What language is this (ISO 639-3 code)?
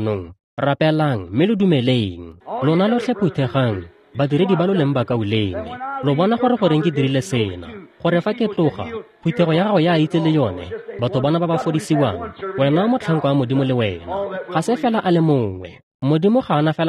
tsn